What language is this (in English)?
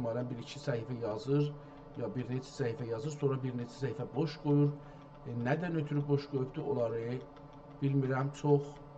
South Azerbaijani